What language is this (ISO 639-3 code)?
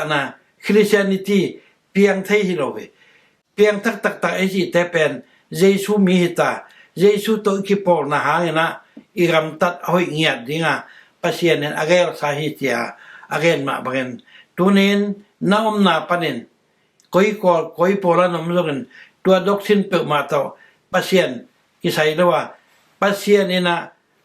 ctd